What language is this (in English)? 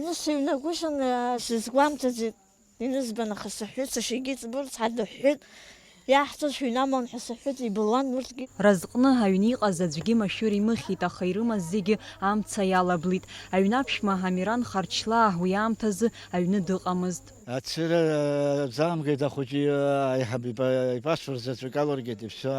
Abkhazian